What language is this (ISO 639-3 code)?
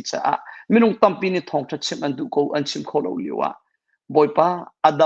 cnh